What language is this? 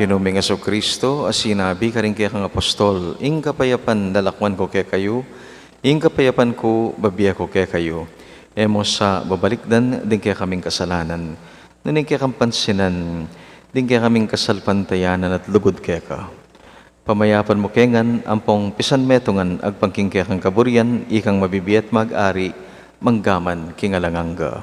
Pampanga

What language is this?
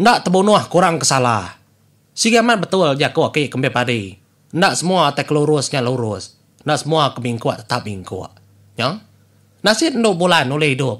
Iban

